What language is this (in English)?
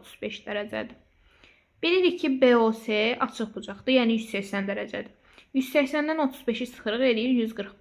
Azerbaijani